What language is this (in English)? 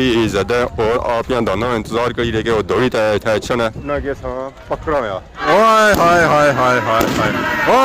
Pahari-Potwari